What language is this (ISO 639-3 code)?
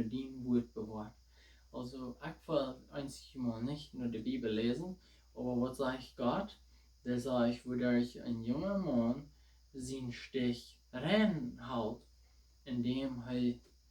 pdt